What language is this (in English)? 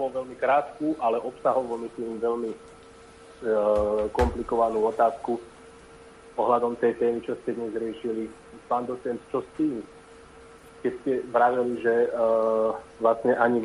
Slovak